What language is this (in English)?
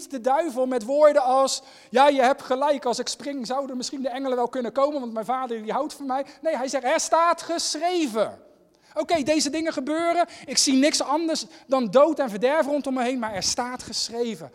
Dutch